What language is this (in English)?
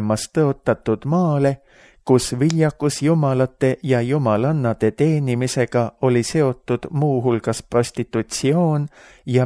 Estonian